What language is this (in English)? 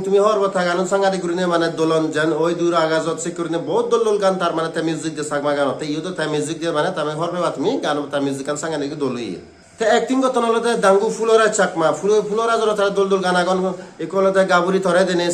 Chakma